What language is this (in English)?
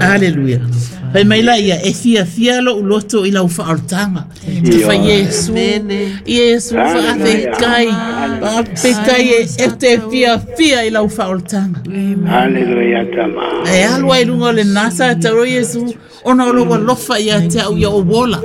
Samoan